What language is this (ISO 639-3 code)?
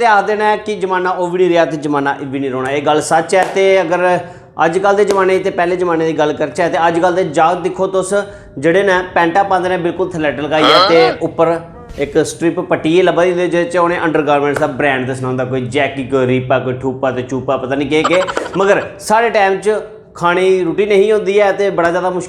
doi